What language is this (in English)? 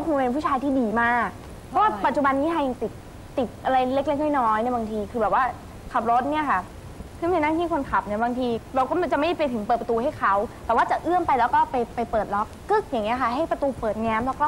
Thai